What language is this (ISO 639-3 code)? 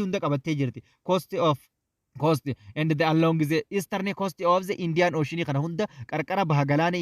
orm